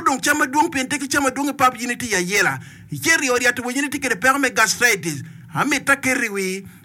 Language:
Acoli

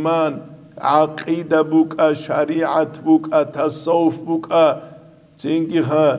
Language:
Avaric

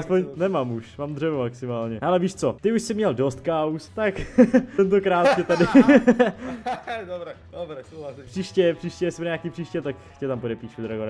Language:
Czech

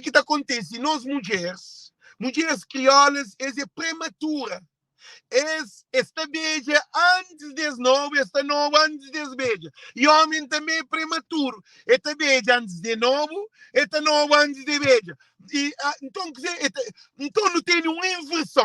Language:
Kabuverdianu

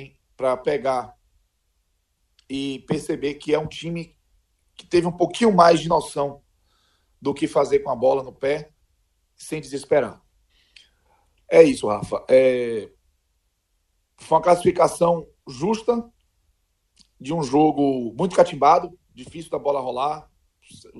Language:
Portuguese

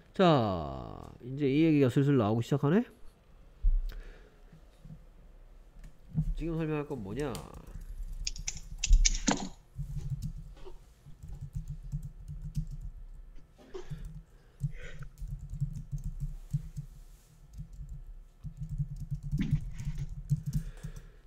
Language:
Korean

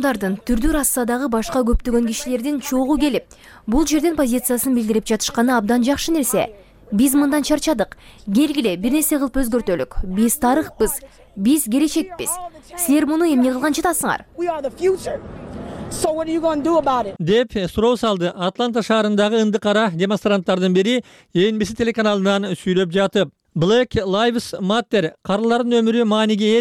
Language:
Kyrgyz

